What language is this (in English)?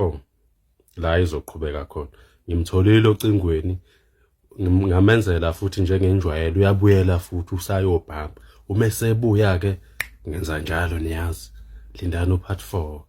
Zulu